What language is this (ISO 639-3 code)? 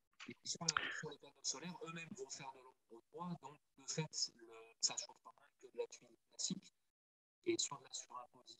fra